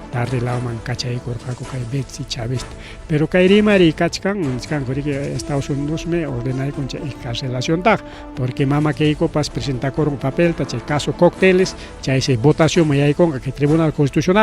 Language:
Ayacucho Quechua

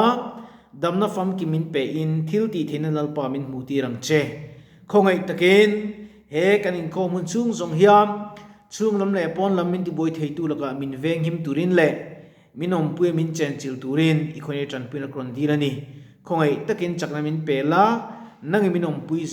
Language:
Mizo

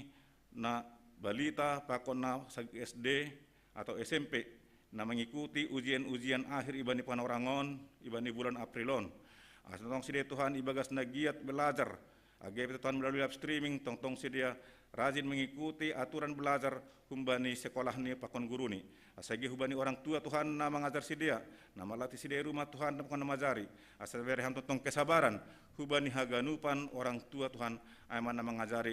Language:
Batak Simalungun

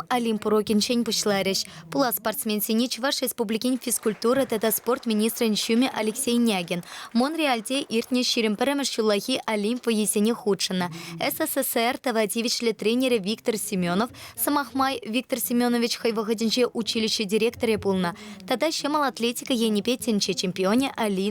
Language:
Chuvash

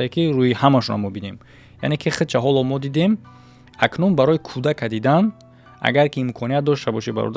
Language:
Tajik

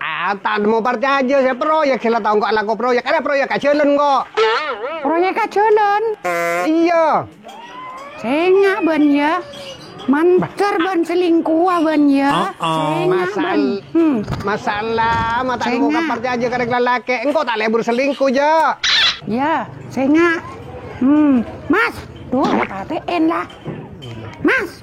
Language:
Madurese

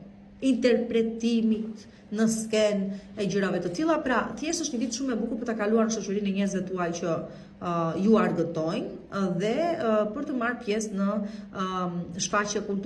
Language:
Albanian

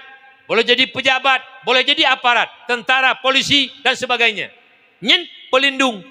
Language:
Achinese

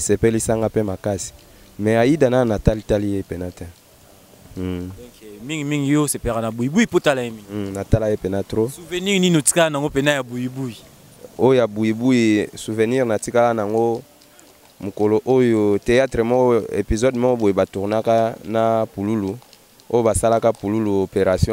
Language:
Lingala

